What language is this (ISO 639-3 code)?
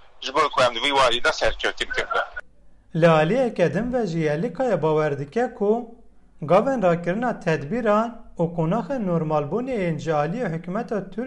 kur